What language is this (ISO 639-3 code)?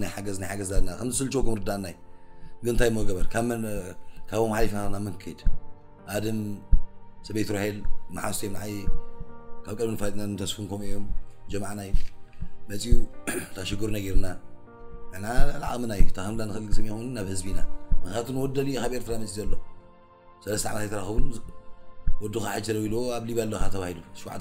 tir